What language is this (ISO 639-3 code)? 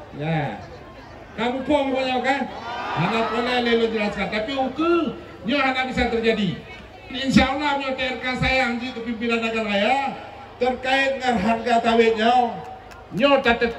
ace